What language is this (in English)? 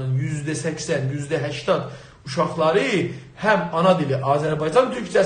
South Azerbaijani